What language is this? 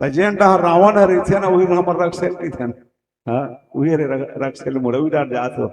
Chhattisgarhi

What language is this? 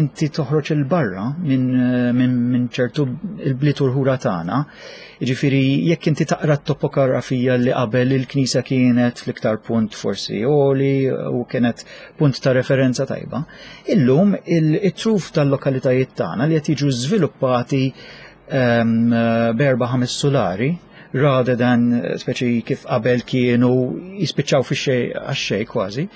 Maltese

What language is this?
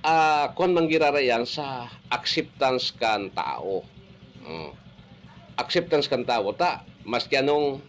Bikol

